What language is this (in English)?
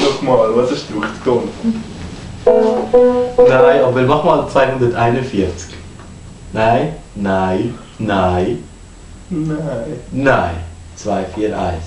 Swiss German